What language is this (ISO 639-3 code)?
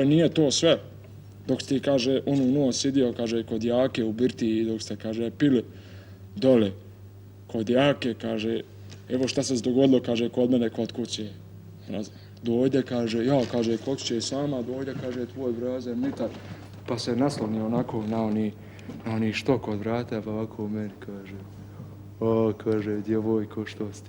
bos